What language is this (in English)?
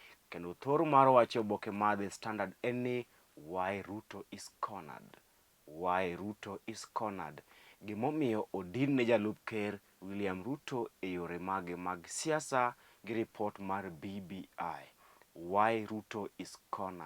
Luo (Kenya and Tanzania)